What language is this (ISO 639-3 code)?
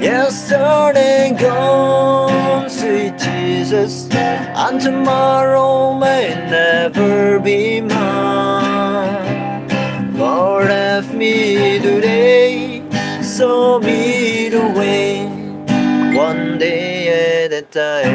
nag